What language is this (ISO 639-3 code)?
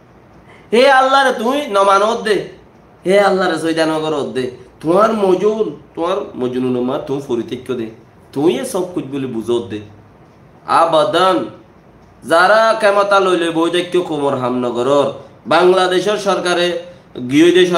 rhg